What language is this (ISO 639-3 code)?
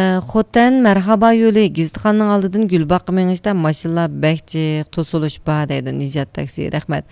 uig